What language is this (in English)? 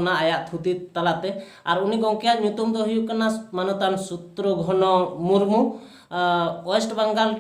Santali